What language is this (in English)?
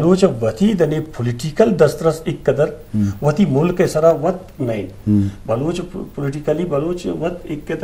Eastern Balochi